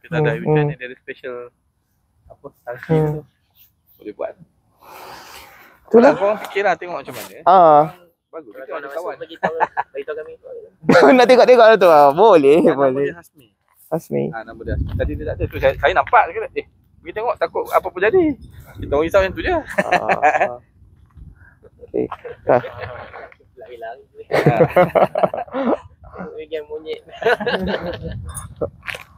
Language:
Malay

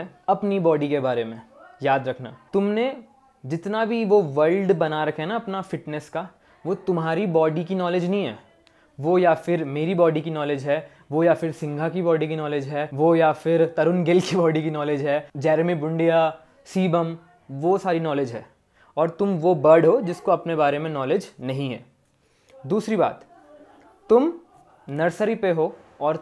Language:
Hindi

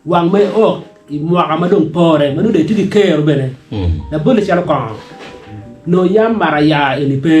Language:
Acoli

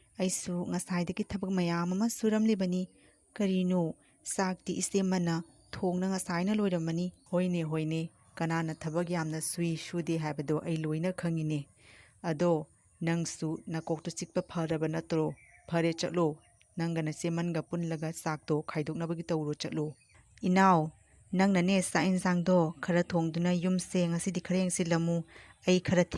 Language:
Manipuri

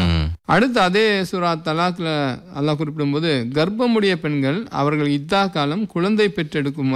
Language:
Tamil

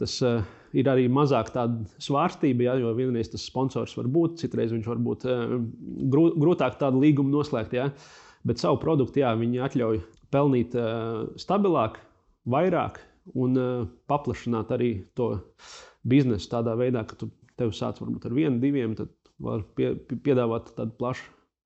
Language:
Latvian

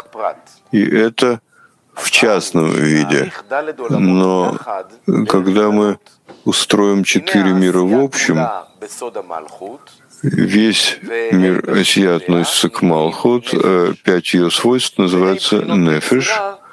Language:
Russian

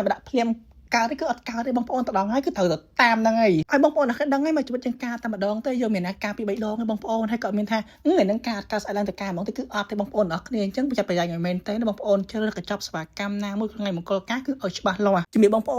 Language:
Khmer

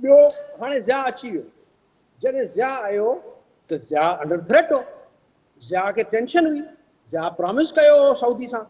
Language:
Sindhi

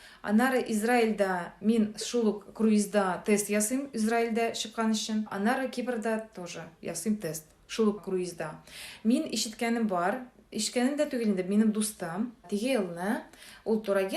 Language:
Tatar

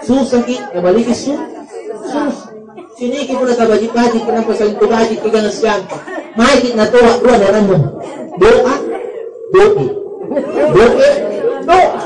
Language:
Makasar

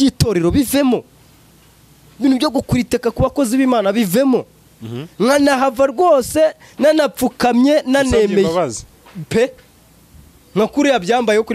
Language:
Kinyarwanda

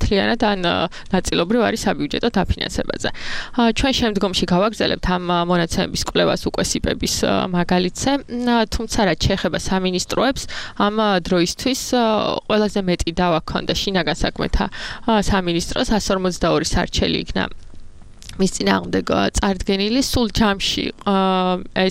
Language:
Georgian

